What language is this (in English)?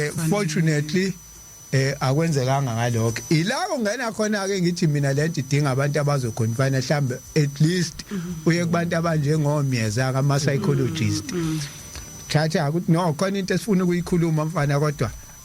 Zulu